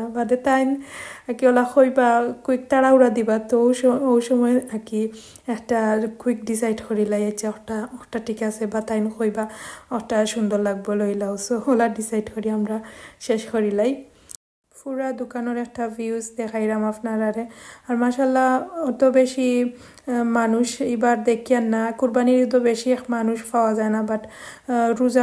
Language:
Sylheti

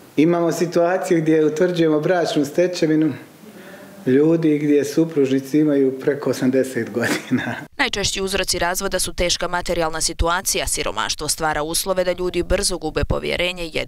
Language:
Bosnian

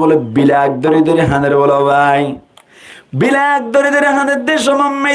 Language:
Rohingya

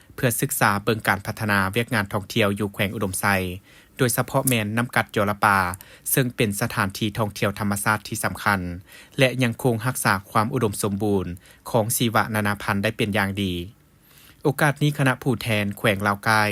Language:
Lao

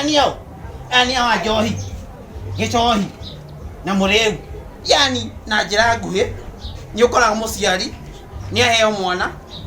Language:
Kikuyu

